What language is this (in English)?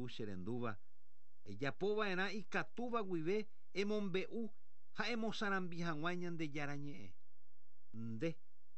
Guarani